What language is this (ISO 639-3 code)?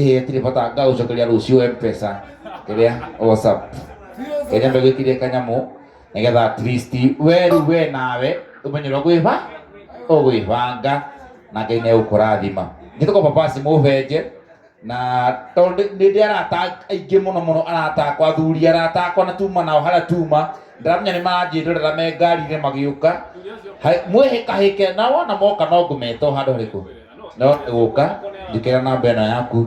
kik